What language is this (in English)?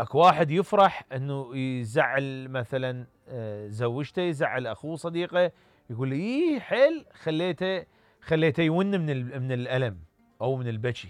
Mesopotamian Arabic